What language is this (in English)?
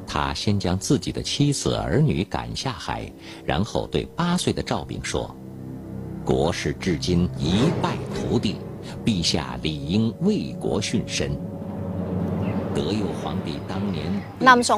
Chinese